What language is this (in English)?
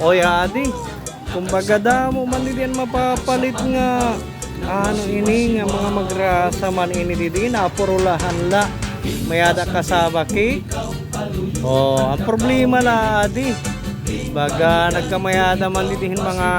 Waray